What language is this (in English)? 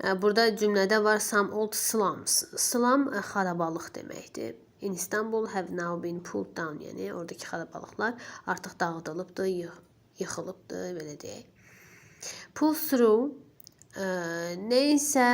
Azerbaijani